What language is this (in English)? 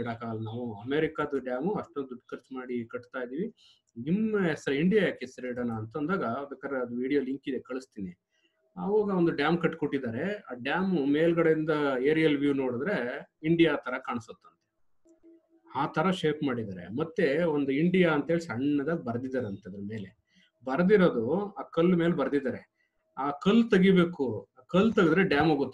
Kannada